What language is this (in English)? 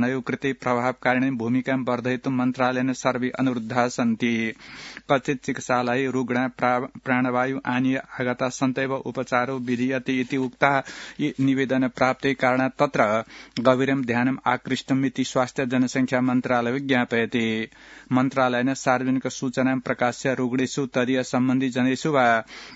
Sanskrit